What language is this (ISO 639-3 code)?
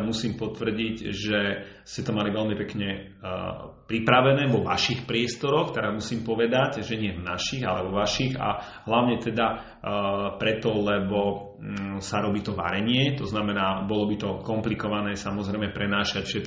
slk